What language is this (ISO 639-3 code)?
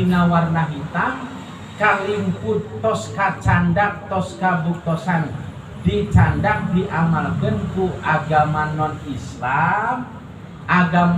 sun